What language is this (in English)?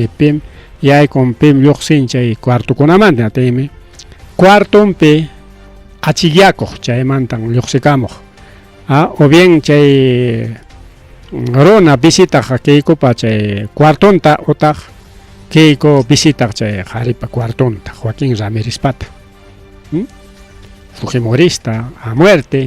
Ayacucho Quechua